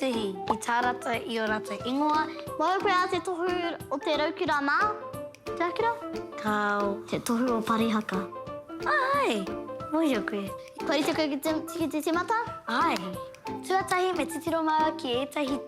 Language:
Māori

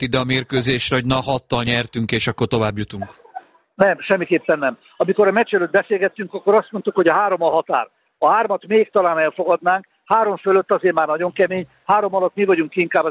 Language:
Hungarian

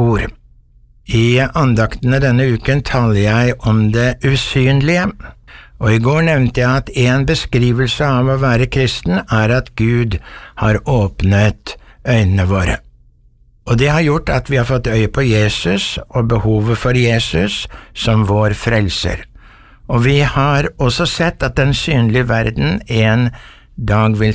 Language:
Norwegian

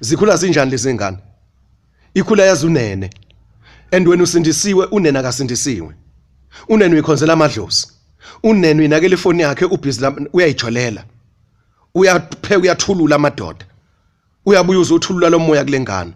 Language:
Zulu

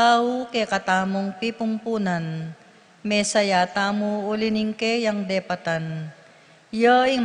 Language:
Pampanga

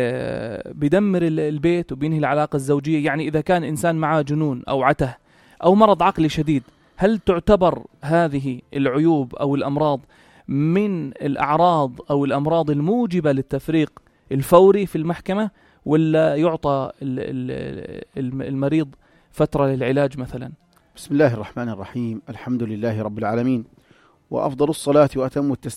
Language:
North Levantine Arabic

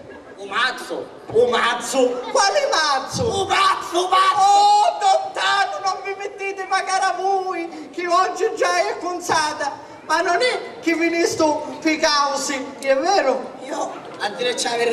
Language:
Sicilian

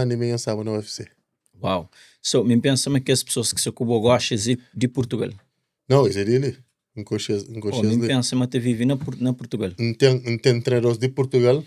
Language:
Kabuverdianu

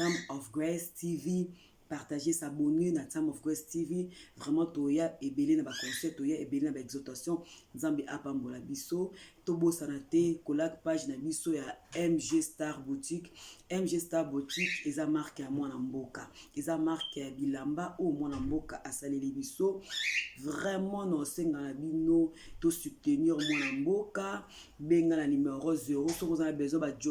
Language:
Lingala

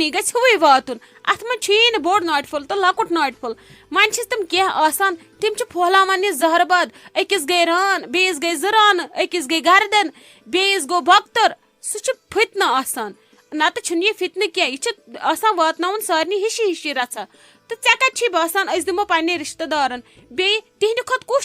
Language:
Kashmiri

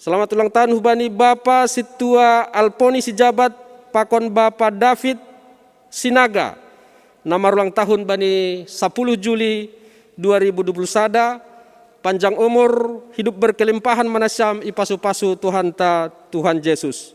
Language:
Batak Simalungun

